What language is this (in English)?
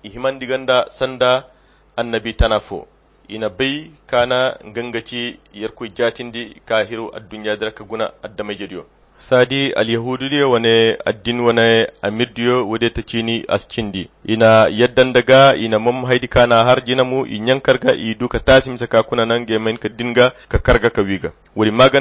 Koyra Chiini